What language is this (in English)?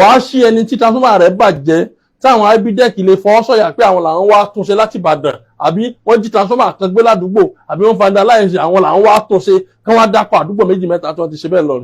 Yoruba